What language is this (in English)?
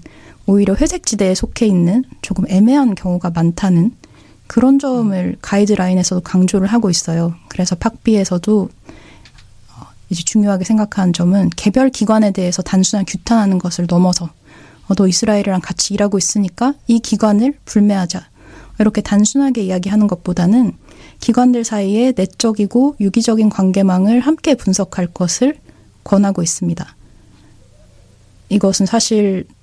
Korean